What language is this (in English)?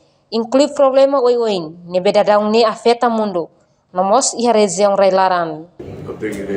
Tetum